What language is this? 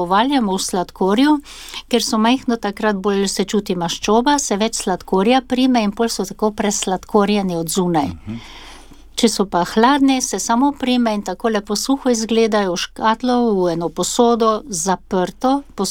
Slovenian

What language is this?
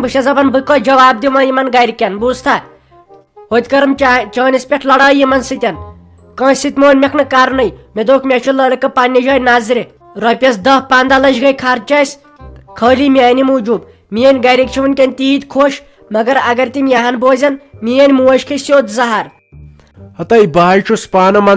Kashmiri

